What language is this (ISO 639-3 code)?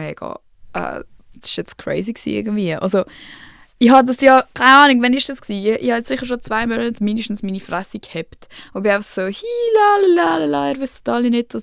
gsw